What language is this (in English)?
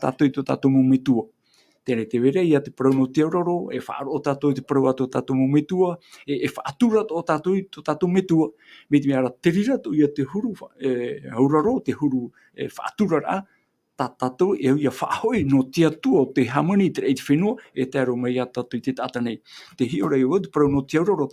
Tahitian